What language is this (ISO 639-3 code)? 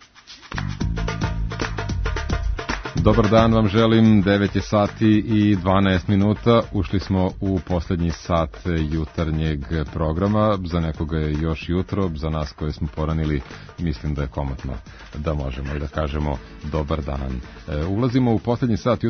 srp